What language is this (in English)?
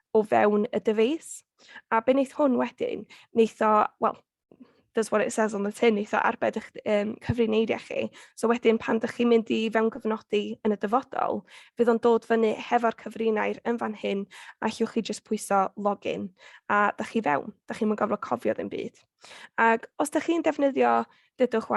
Welsh